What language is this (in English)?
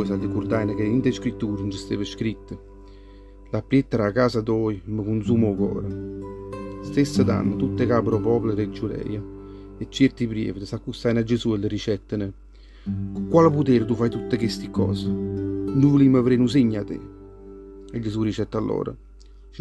Neapolitan